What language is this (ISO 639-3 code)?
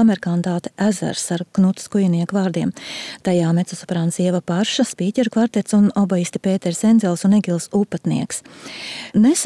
lav